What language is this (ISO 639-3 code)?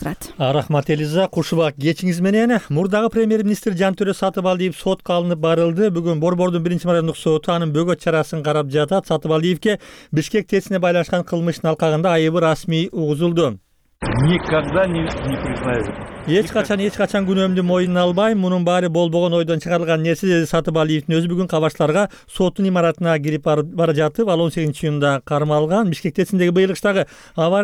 kir